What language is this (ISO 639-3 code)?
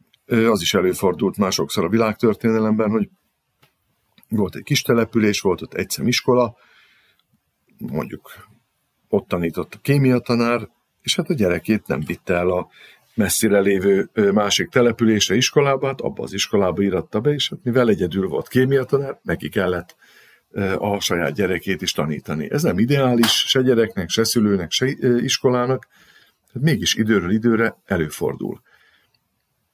hun